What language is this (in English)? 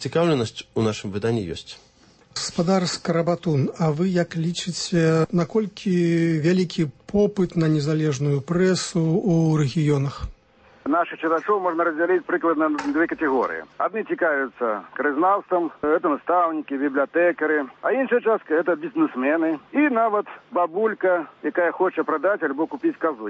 Belarusian